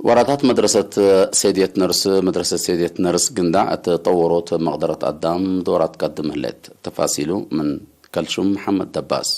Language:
Tigre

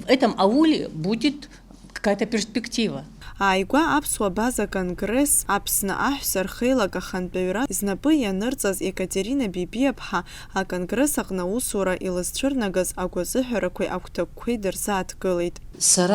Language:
Abkhazian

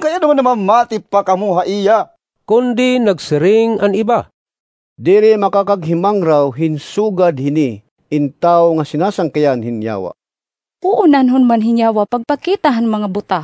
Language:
Waray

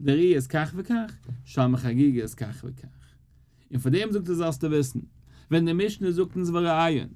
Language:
Yiddish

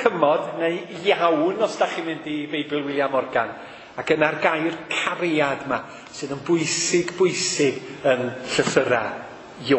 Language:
Welsh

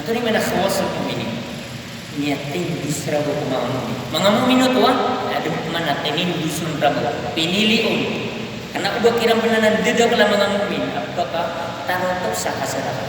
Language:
Maranao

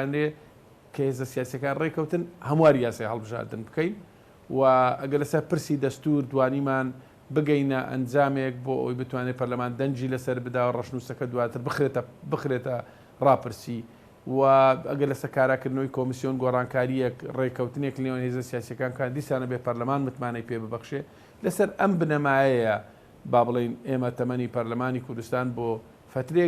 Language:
Central Kurdish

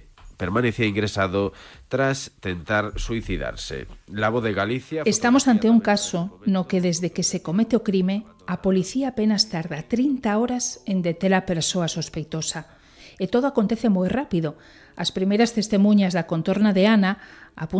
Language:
Galician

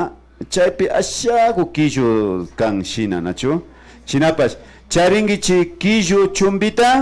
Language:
Imbabura Highland Quichua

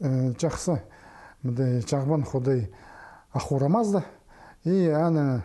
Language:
Khakas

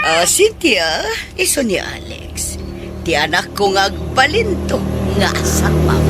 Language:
Iloko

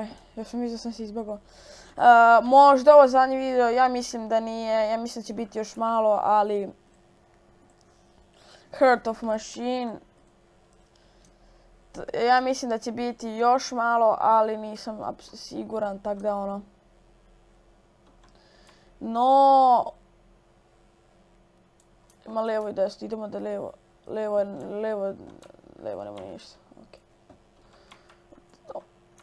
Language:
Croatian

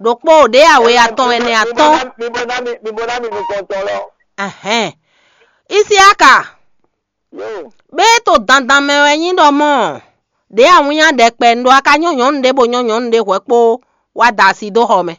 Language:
Fon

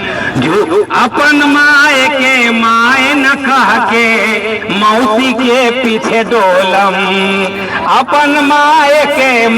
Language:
Magahi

